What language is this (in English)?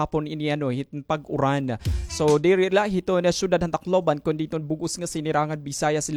Waray